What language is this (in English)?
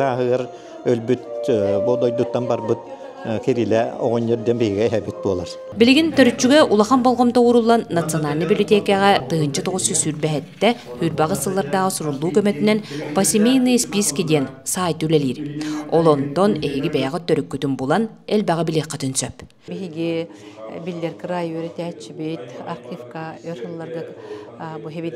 Yakut